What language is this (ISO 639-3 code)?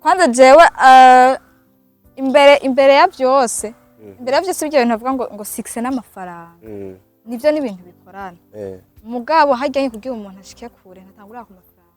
run